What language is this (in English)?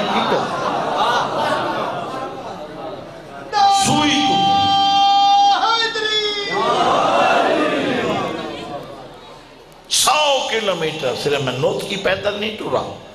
Urdu